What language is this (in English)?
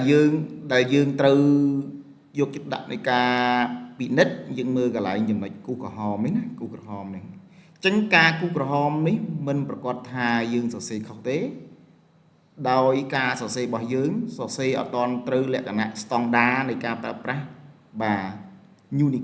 Khmer